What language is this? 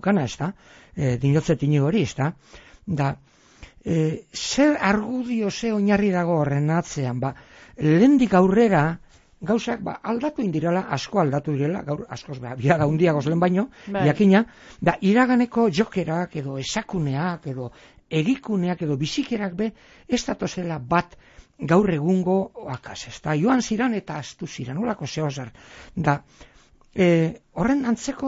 Basque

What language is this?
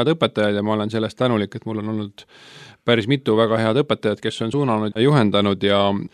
Estonian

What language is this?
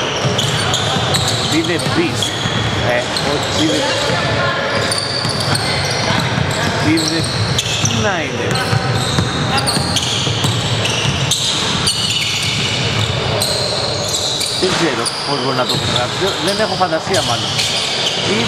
Greek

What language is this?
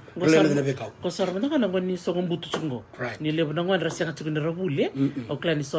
Fijian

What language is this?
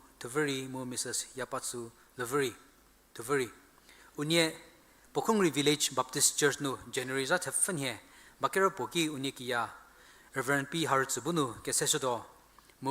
Angami Naga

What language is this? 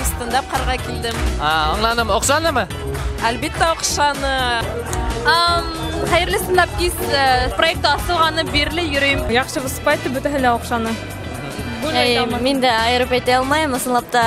Bashkir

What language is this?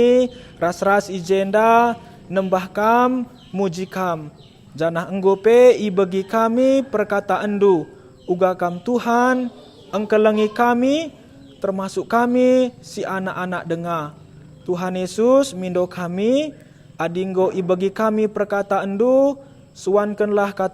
Batak Karo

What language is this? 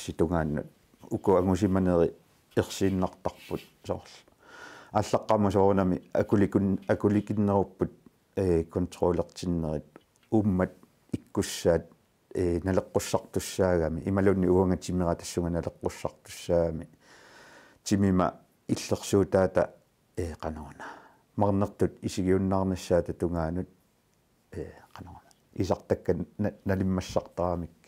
Kalaallisut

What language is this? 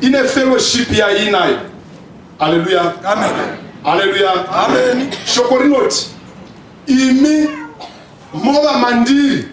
Shona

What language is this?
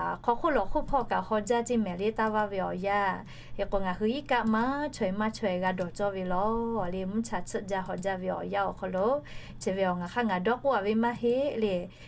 Lahu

